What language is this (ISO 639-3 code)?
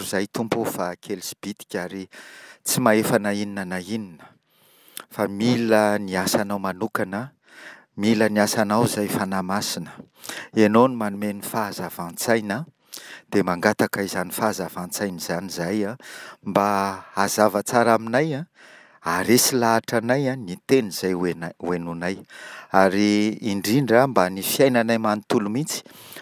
mlg